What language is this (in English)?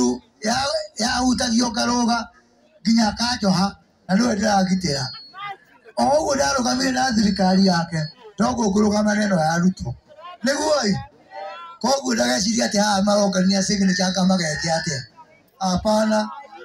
Kikuyu